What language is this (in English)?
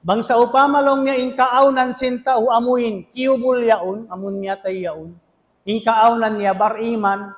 Tausug